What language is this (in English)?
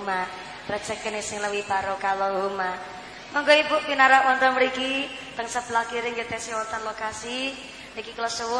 Javanese